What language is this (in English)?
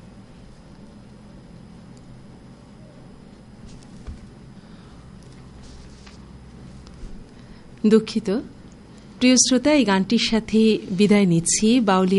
Bangla